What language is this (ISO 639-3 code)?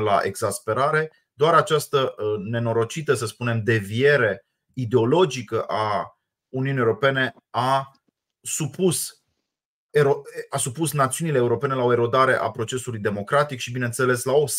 ron